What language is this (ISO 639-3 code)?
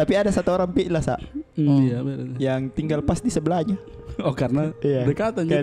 mfp